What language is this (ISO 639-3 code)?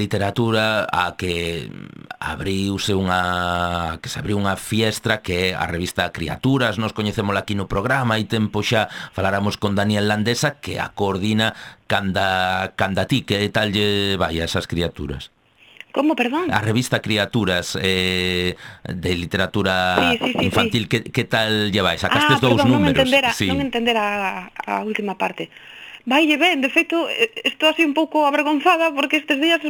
glg